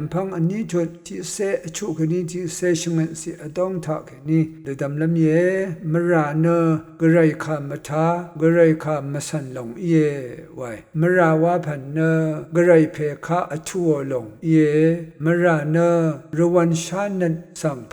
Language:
Rawang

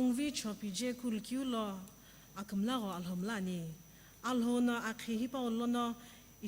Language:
Sumi Naga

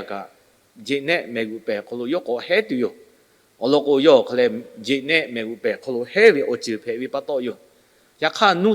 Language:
Lahu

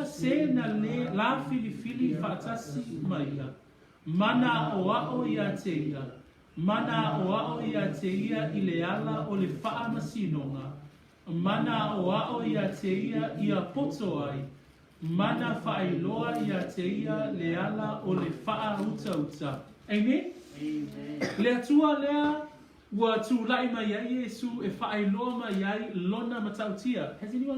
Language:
Samoan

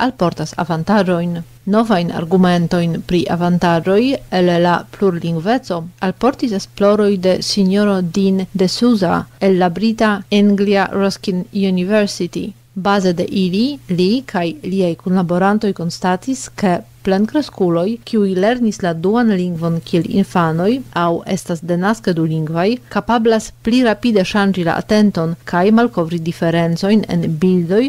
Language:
Esperanto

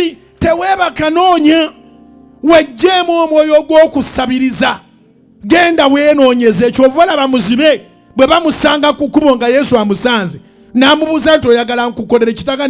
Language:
Ganda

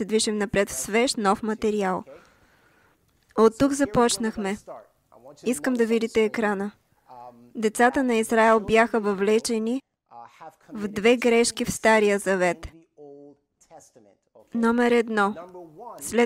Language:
Bulgarian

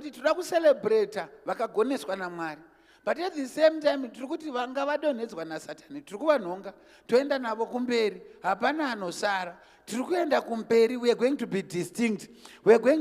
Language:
Shona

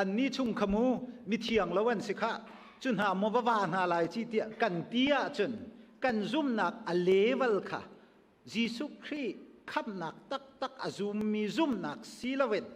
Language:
Hakha Chin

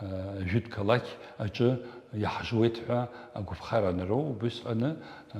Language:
Abkhazian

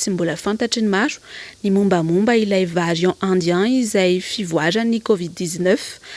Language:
Malagasy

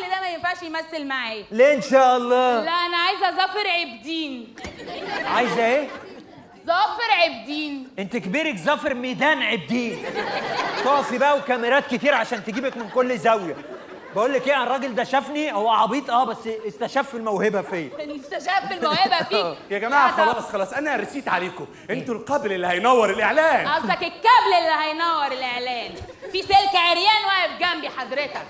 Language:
Egyptian Arabic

